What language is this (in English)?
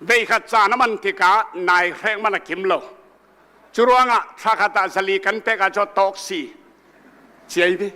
Tedim Chin